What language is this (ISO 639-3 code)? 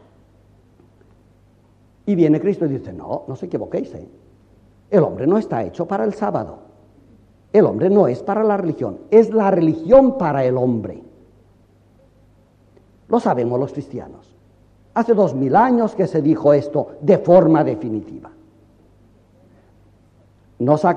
spa